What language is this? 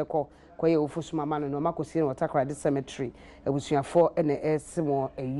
Akan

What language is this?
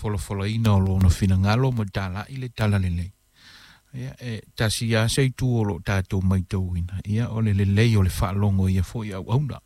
Samoan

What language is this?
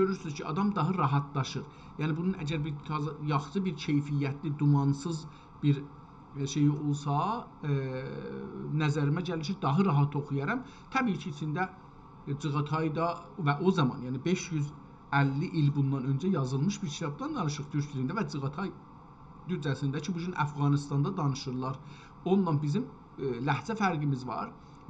South Azerbaijani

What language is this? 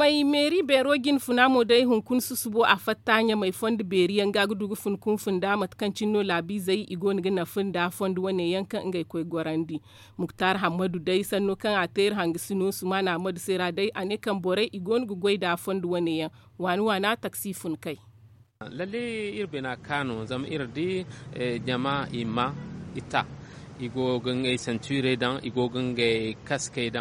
Zarma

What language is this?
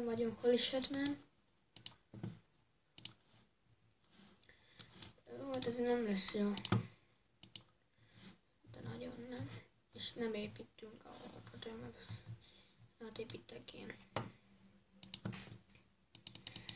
Hungarian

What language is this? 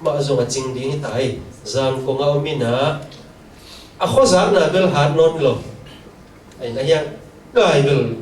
Tedim Chin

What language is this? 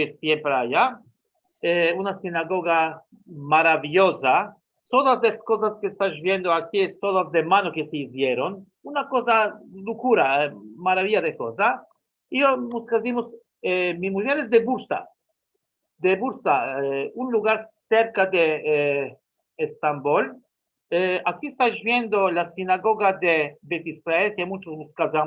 Ladino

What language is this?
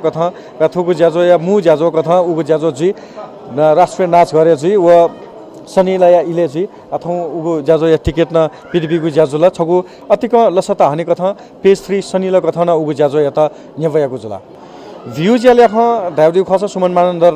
Newari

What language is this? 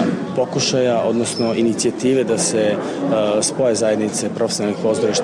Serbian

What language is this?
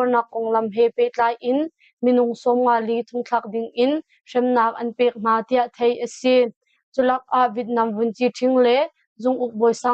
Hakha Chin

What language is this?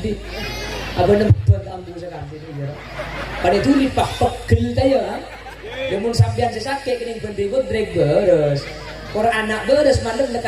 Madurese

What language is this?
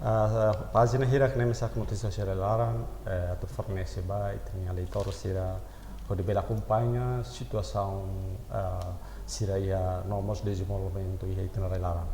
Tetum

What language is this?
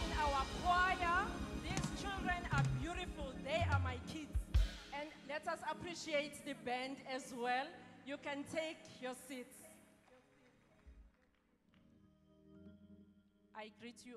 English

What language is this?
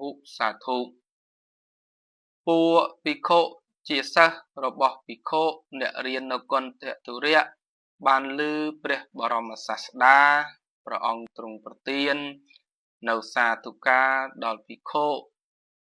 Khmer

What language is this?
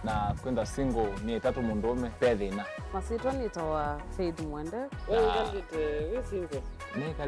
Kamba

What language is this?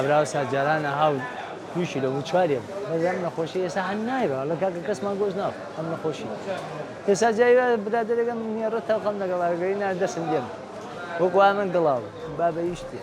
Central Kurdish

